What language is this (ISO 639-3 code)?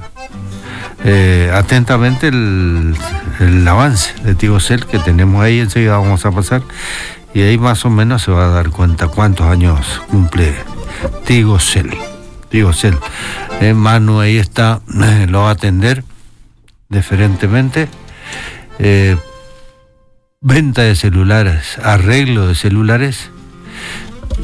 spa